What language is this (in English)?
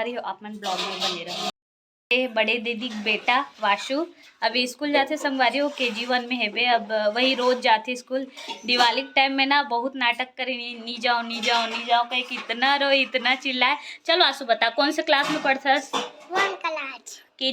Chhattisgarhi